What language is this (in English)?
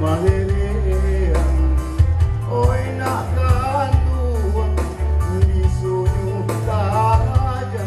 Minangkabau